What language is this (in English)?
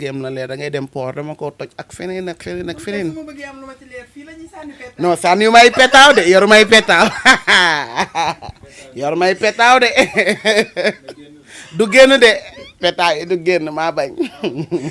Wolof